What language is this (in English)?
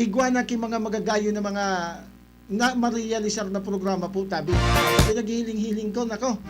Bikol